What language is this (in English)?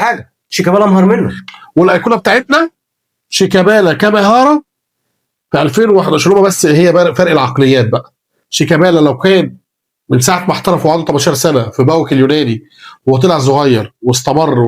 Egyptian Arabic